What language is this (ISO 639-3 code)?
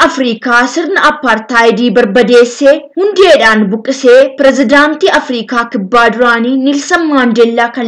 orm